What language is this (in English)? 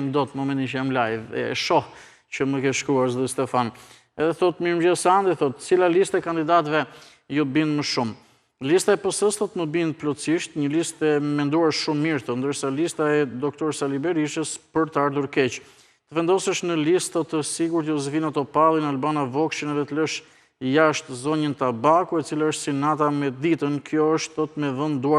Albanian